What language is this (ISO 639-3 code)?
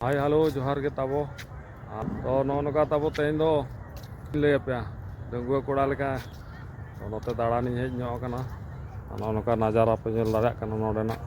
sat